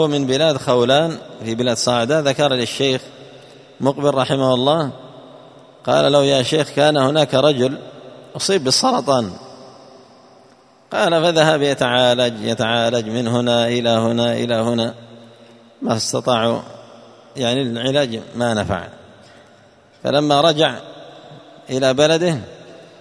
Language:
Arabic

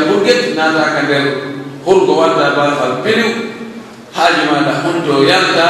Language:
Pular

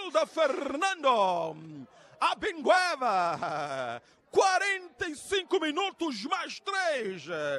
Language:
Tsonga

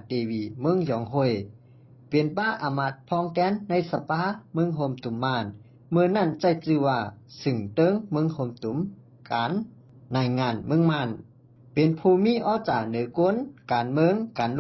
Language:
Shan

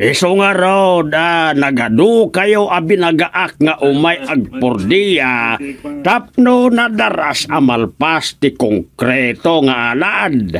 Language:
Iloko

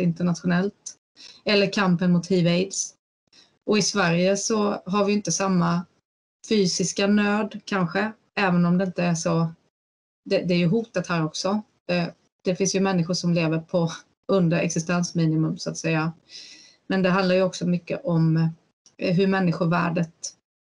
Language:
Swedish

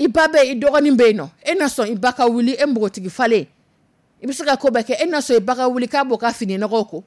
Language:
Dyula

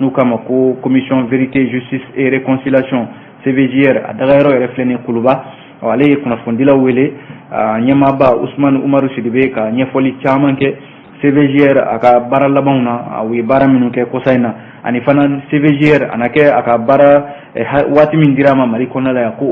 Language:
Bambara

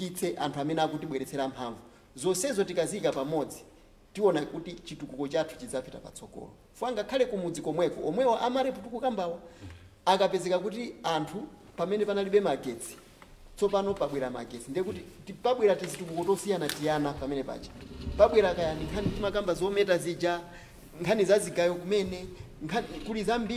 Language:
Nyanja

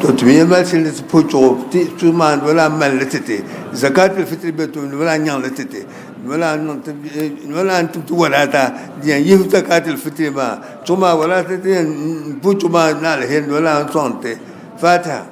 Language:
Dagbani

